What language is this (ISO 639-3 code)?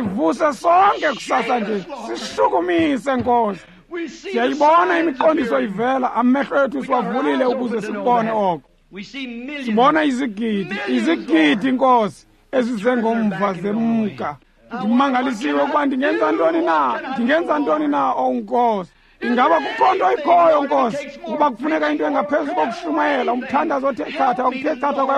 xho